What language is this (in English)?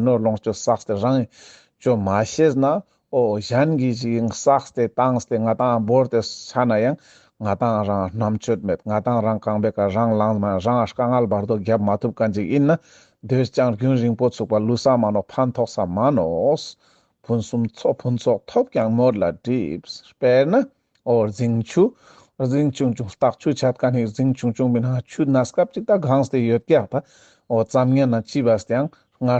Ladakhi